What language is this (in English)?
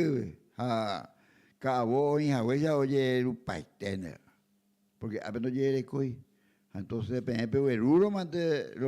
Guarani